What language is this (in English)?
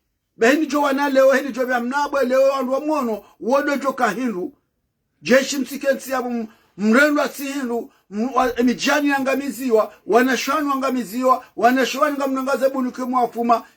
Ngazidja Comorian